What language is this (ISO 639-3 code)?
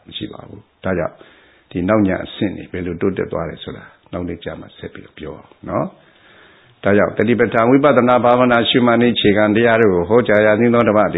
mya